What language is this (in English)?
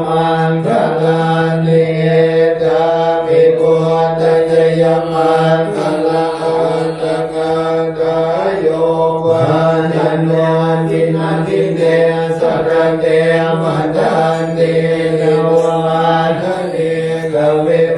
Pali